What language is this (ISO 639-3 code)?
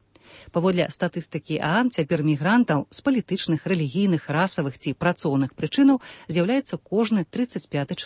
bel